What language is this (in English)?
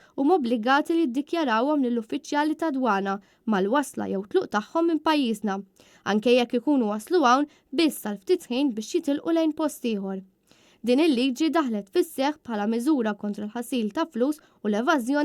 Maltese